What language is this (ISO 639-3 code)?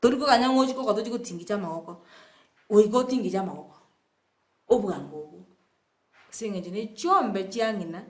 guz